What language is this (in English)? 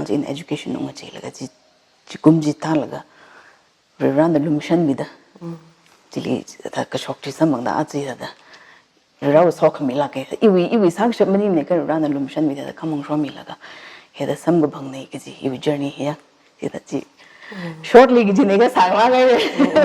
Tangkhul Naga (India)